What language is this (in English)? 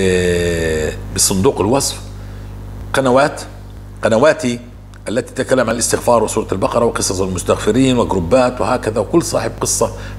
North Levantine Arabic